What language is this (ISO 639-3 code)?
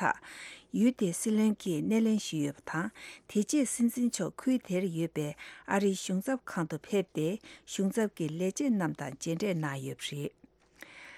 bod